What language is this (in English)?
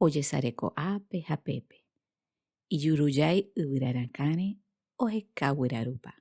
Guarani